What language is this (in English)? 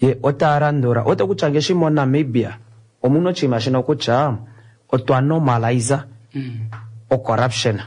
Kuanyama